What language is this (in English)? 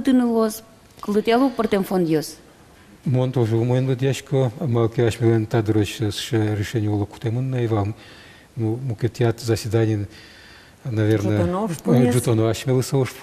Udmurt